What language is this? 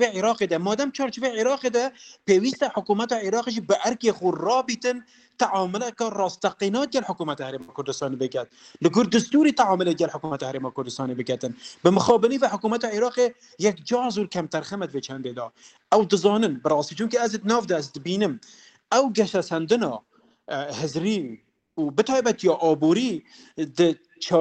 Kurdish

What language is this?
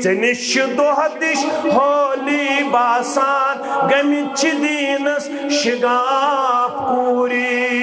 Kashmiri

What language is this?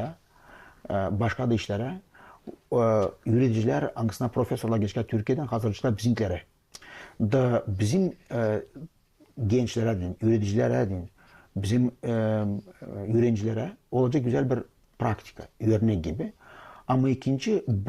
Gagauz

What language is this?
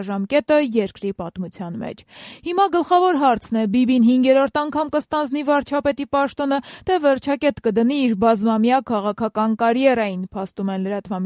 Armenian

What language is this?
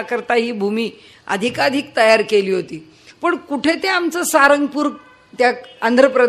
Marathi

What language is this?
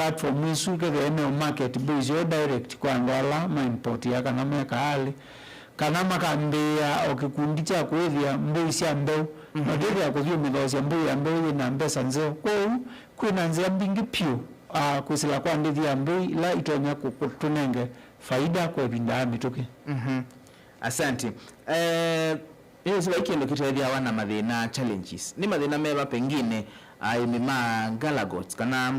Kamba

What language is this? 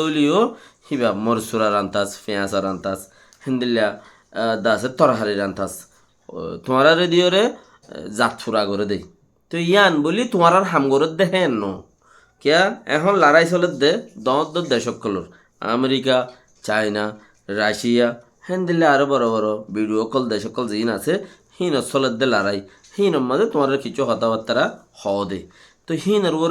Rohingya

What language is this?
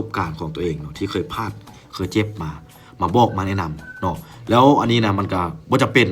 Lao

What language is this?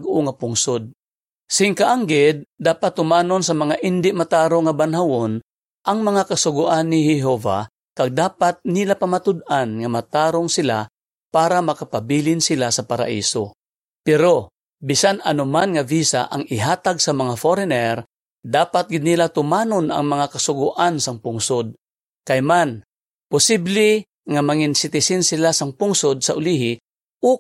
Hiligaynon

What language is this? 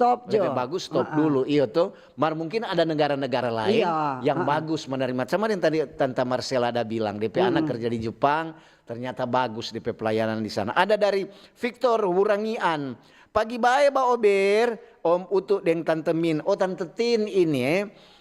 Manado Malay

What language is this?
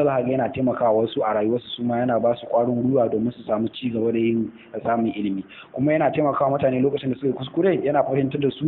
Hausa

